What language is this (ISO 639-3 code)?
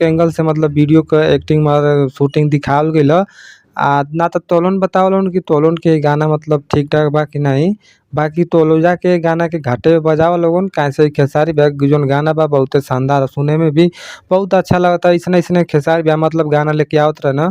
bho